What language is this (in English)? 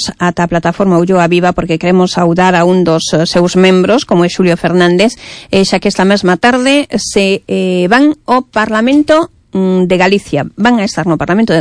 Galician